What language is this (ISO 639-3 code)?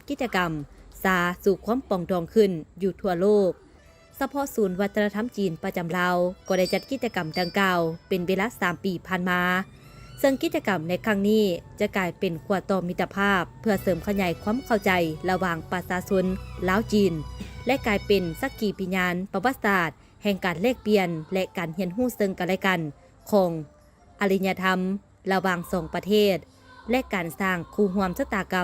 lao